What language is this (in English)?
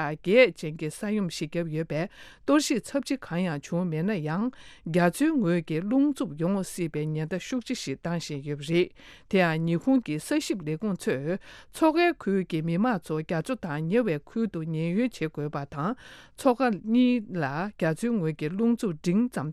Tibetan